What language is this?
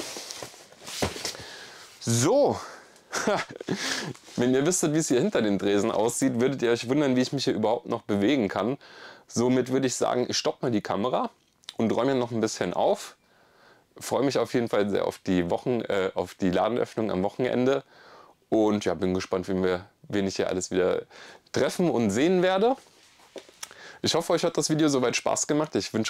German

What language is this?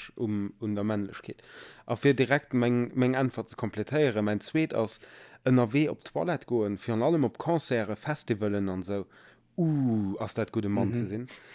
Luxembourgish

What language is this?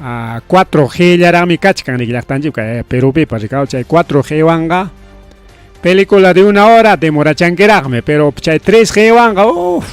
Ayacucho Quechua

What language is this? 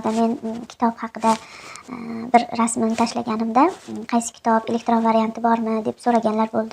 Uzbek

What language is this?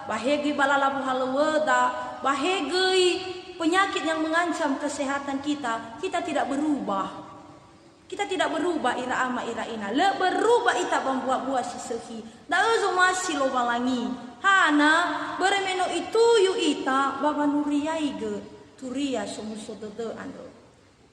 Nias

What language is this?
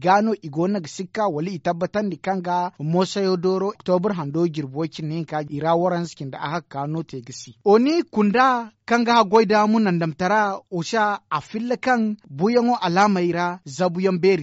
Zarma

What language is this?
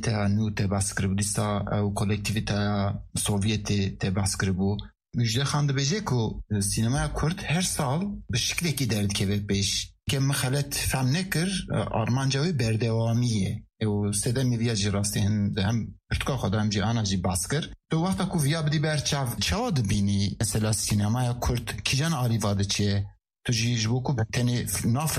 Kurdish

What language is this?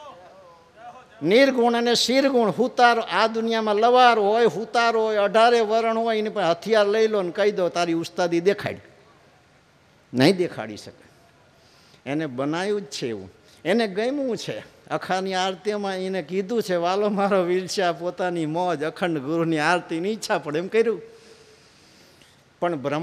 Gujarati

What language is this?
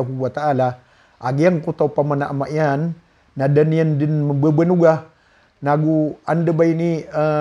Maranao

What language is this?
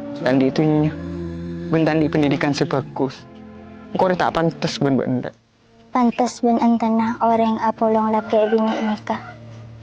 Madurese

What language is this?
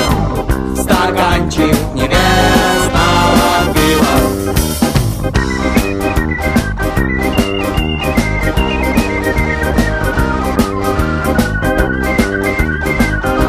Russian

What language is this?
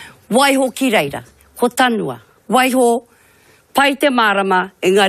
Māori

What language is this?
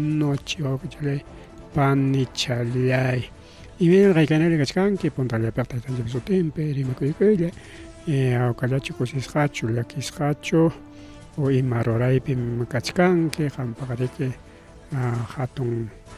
Ayacucho Quechua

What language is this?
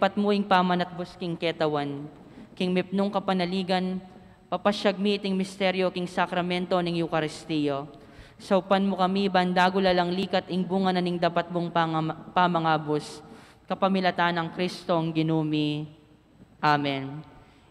Pampanga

